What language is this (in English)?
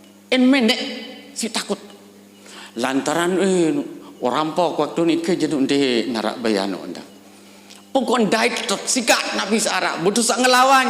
Sasak